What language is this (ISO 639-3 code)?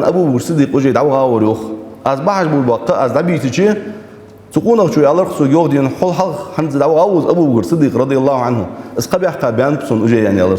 inh